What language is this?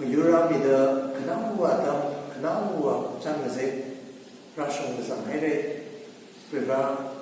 Tangkhul Naga (India)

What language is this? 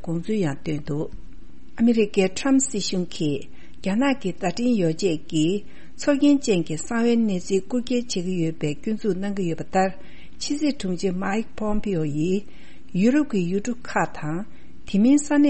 Tibetan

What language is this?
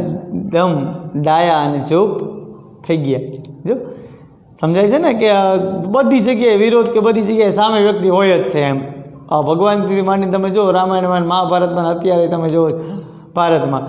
Gujarati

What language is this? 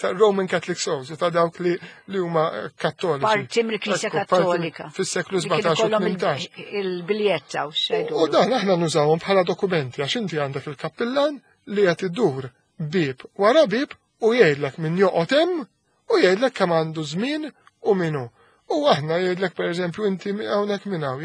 Maltese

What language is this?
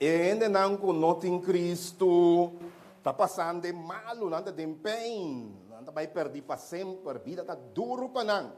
Papiamento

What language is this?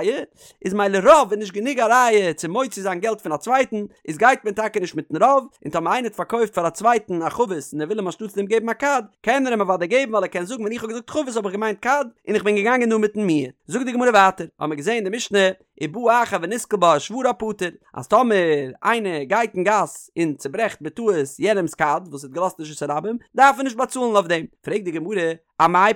Yiddish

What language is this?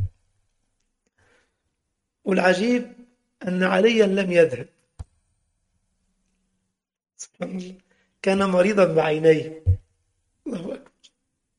Arabic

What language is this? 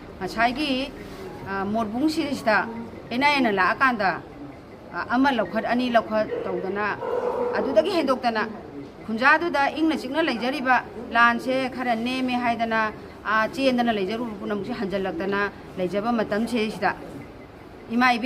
Manipuri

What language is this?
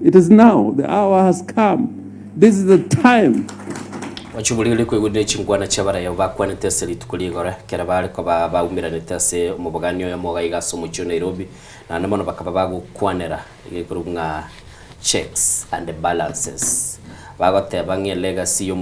Gusii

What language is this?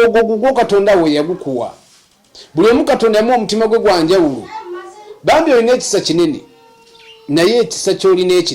Ganda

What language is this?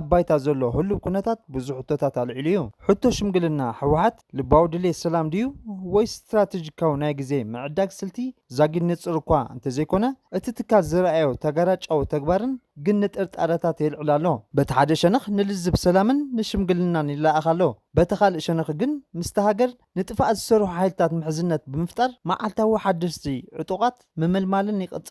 Tigrinya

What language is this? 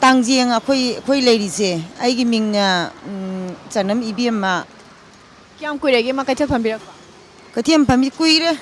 Manipuri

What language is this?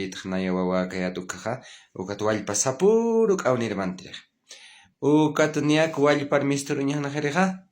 Aymara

